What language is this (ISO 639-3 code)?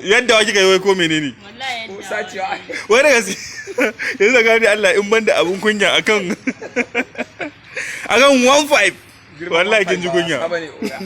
hau